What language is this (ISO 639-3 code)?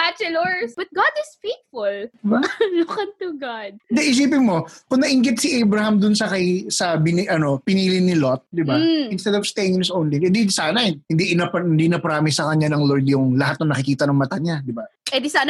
fil